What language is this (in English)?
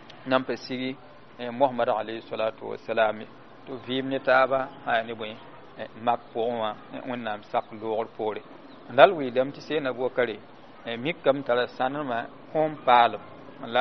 Mossi